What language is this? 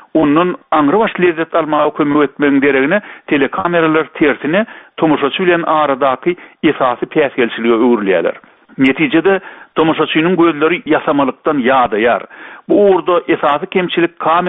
Turkmen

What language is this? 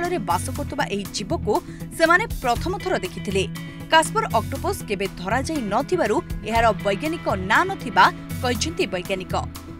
Odia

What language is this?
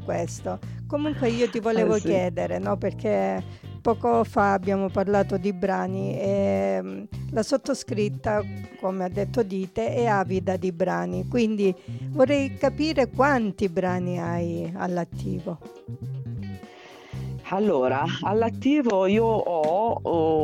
Italian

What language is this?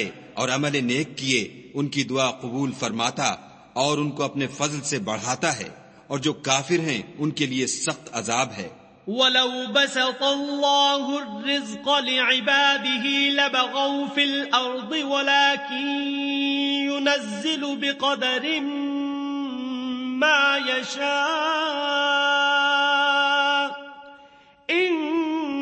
Urdu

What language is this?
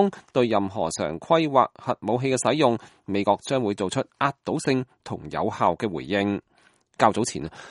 Cantonese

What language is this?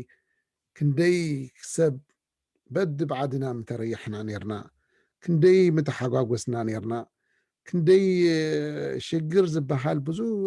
Tigrinya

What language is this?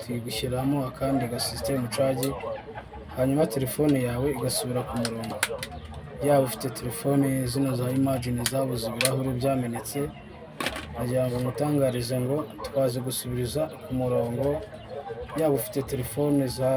Kinyarwanda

